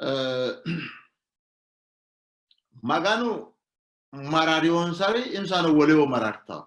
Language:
Sidamo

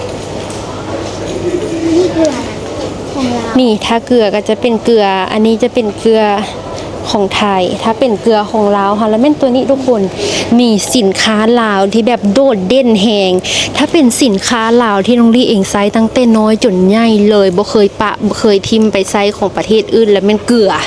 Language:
Lao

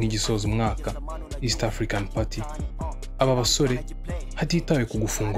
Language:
Kinyarwanda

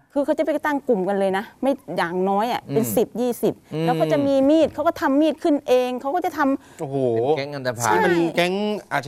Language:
Thai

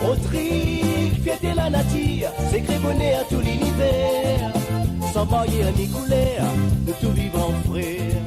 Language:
Morisyen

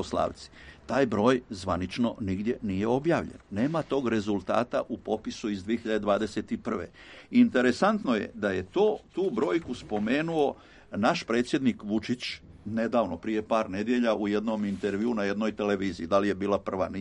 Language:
Serbian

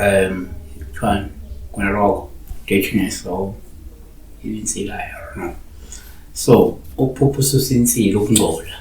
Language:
Zulu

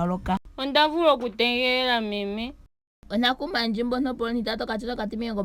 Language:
Ndonga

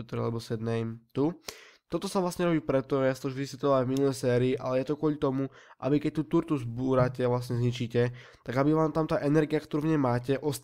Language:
Slovak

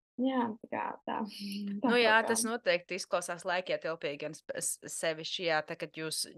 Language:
Latvian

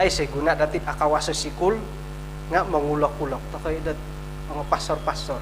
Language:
Central Dusun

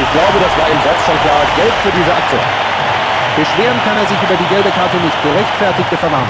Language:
Bavarian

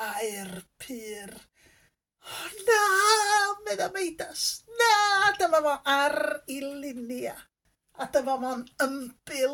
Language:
Welsh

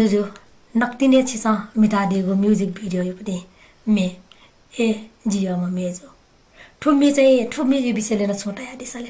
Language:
Newari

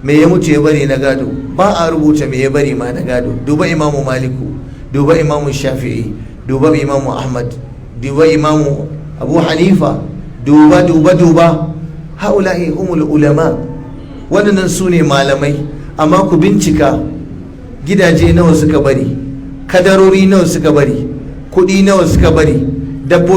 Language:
Hausa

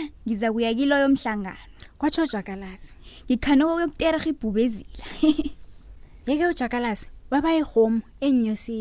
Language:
South Ndebele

